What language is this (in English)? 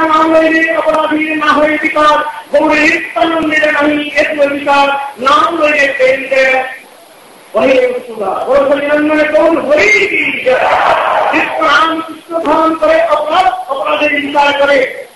Hindi